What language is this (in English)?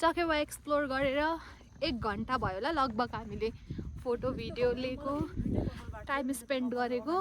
Nepali